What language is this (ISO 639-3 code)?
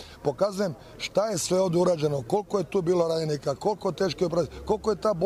bos